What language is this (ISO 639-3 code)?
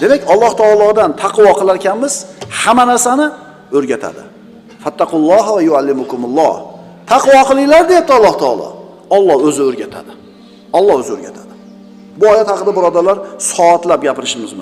uzb